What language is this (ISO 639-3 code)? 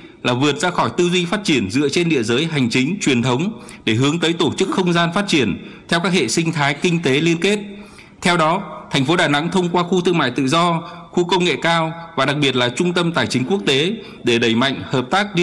vie